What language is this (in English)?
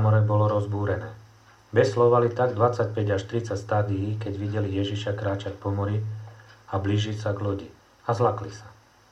Slovak